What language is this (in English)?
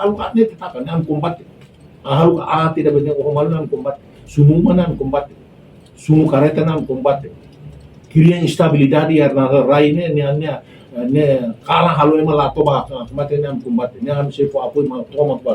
Tetum